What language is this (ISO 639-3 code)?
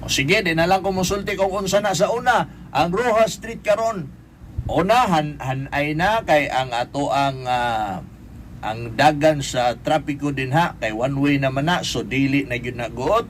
ceb